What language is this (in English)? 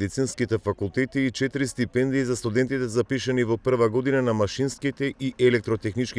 Macedonian